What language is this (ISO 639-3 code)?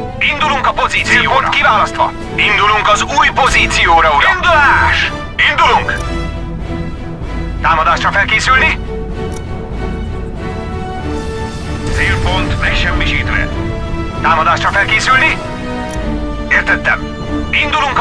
hun